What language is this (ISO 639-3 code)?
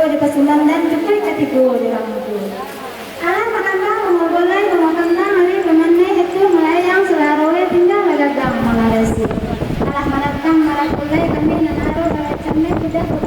min